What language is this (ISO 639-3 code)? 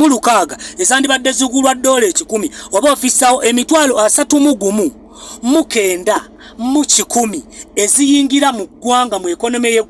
lug